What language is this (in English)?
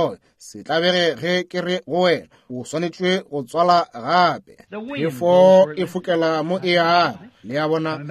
Northern Sotho